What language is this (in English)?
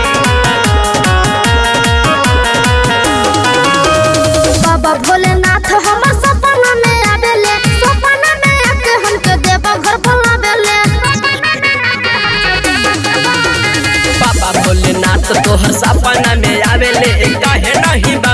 Bhojpuri